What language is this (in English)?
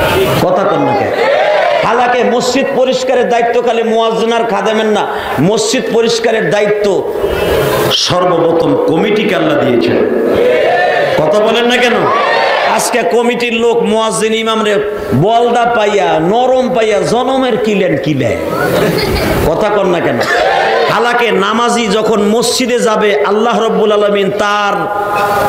Bangla